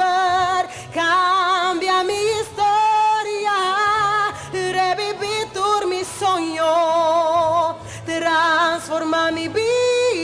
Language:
Papiamento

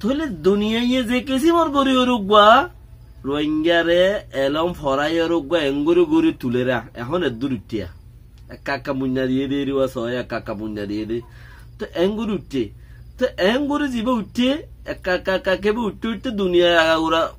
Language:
Rohingya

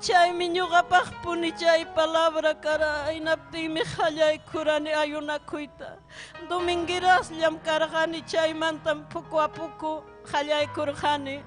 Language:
Ayacucho Quechua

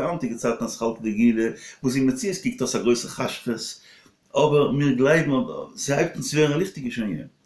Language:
Yiddish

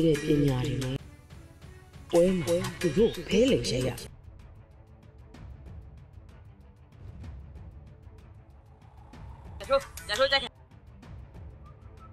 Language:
Burmese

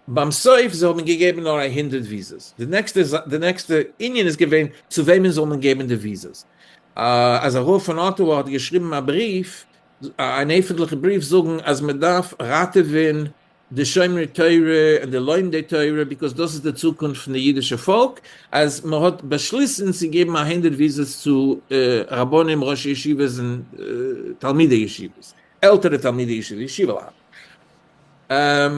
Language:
Yiddish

